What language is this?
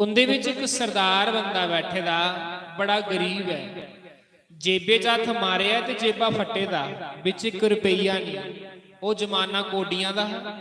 Dogri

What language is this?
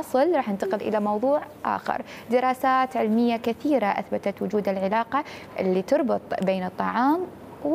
Mesopotamian Arabic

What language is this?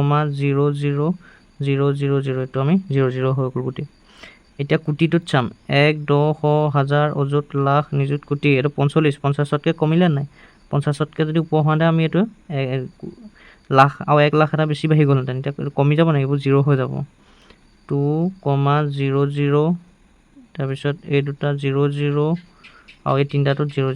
Assamese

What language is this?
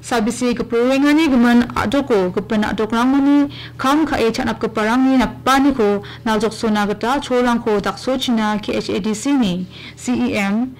Garo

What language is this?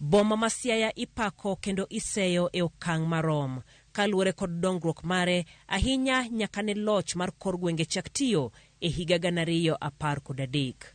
Luo (Kenya and Tanzania)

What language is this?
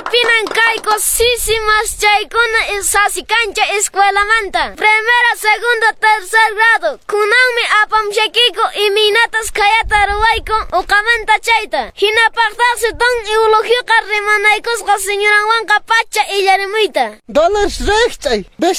Quechua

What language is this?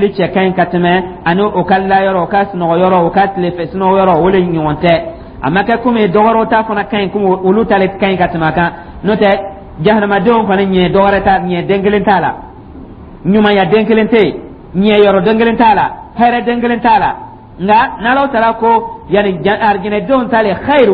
Dyula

